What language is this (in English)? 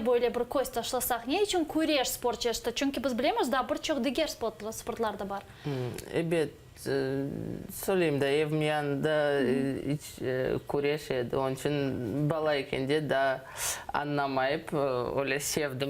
Crimean Tatar